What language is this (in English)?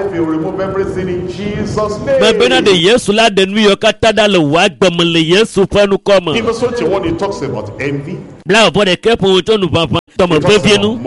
Ewe